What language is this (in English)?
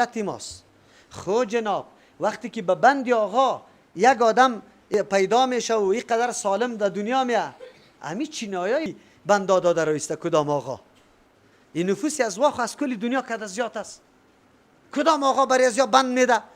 Persian